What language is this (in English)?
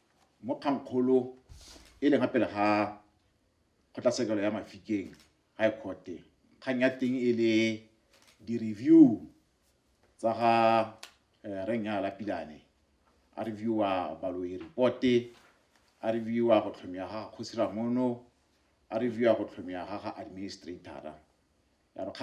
Tswana